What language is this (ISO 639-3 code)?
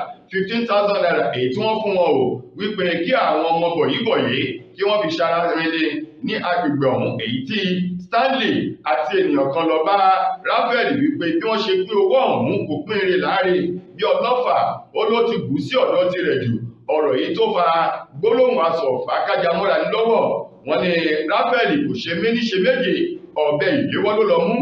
yor